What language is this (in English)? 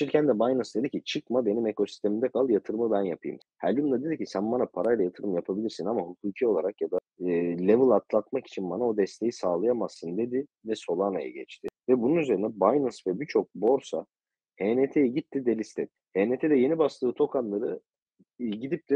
Turkish